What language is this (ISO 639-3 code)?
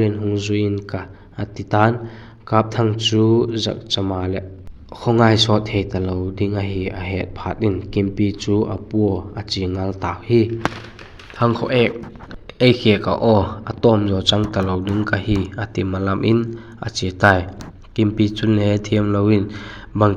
vap